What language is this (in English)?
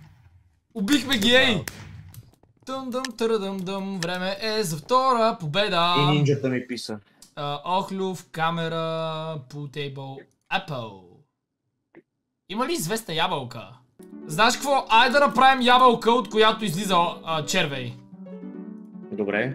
Bulgarian